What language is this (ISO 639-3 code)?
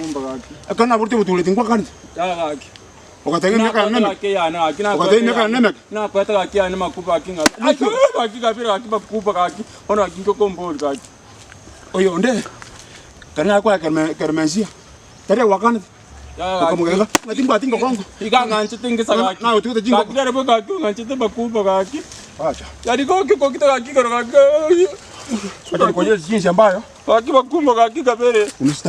guz